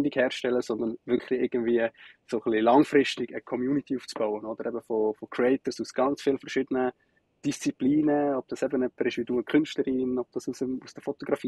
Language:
Swiss German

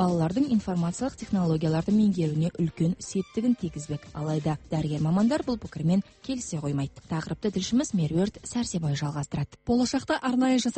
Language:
Kazakh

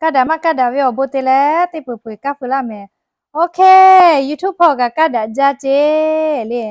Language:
Lahu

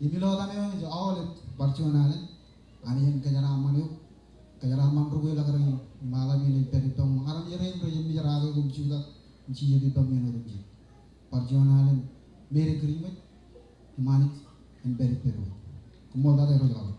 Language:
Marshallese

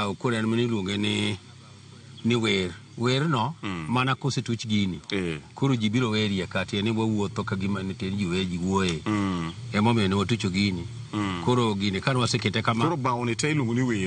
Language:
Luo (Kenya and Tanzania)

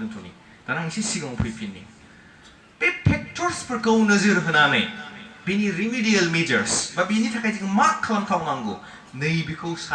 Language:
Bodo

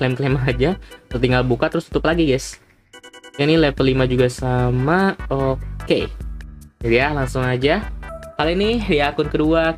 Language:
Indonesian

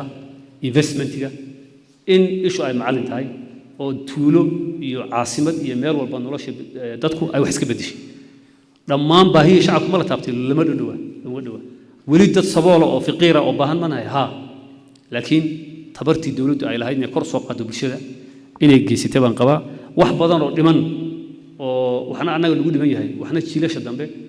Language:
Somali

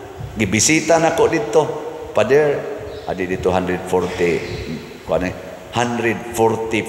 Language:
Cebuano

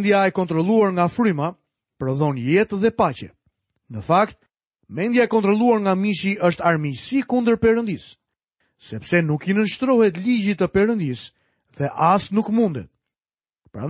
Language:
Albanian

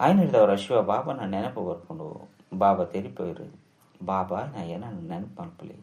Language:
Tulu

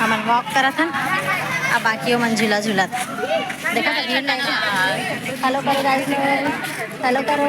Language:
Chhattisgarhi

